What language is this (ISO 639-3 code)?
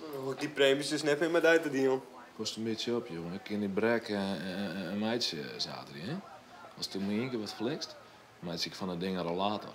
fry